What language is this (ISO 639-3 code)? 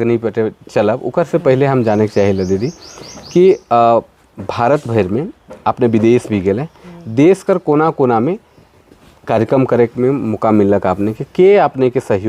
sck